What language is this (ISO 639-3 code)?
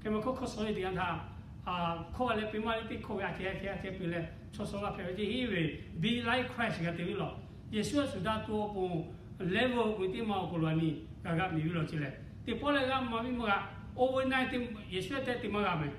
lhu